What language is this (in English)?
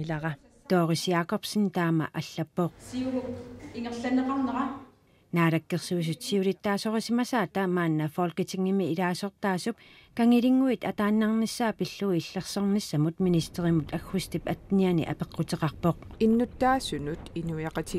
Kalaallisut